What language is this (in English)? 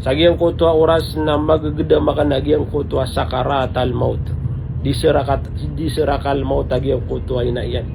Maranao